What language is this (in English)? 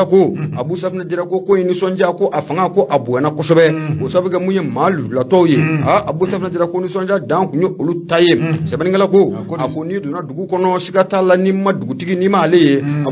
Bambara